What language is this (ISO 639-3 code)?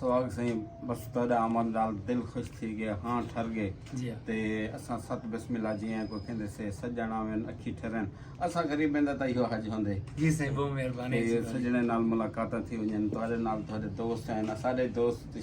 skr